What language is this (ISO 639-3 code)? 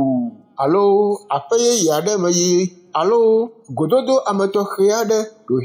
ewe